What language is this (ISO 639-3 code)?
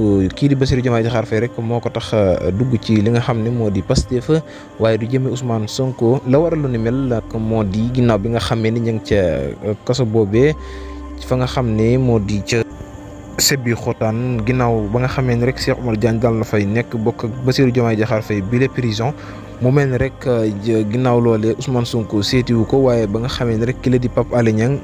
wol